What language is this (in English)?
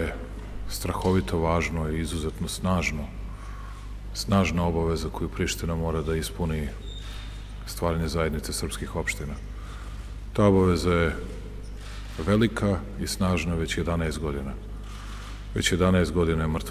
Serbian